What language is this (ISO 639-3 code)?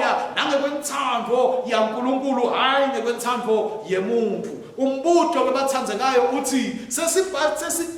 ssw